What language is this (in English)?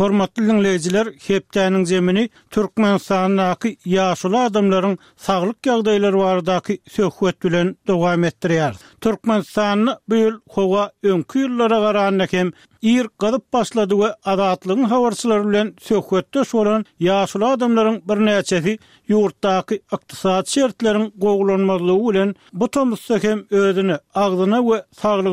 Turkmen